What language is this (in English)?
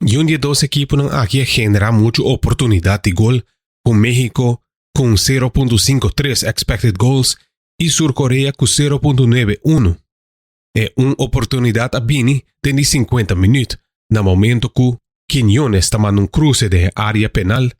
Papiamento